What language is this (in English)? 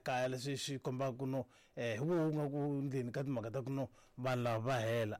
Tsonga